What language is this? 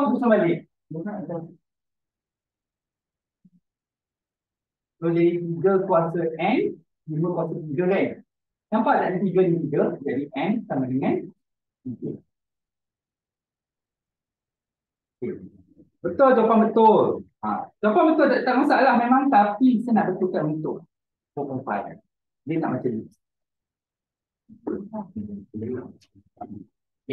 Malay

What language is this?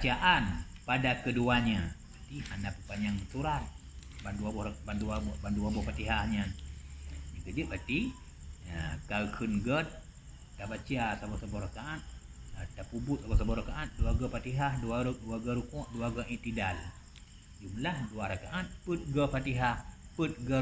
Achinese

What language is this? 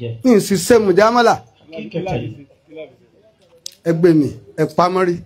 Yoruba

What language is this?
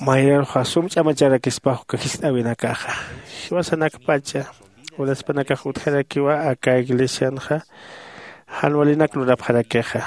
Aymara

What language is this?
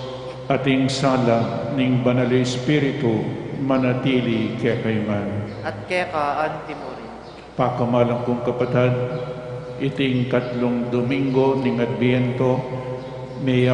Pampanga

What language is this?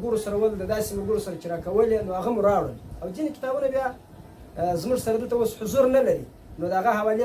Pashto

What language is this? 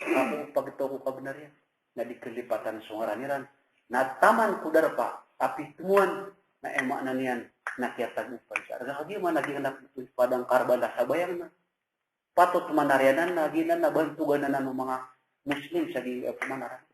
Maranao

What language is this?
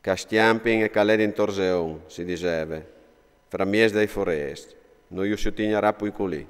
Friulian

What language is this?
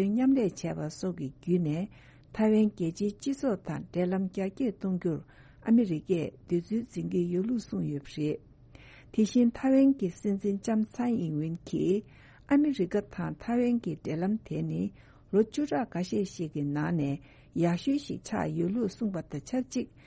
Tibetan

